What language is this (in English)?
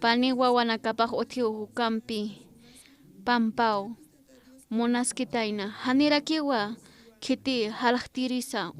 Aymara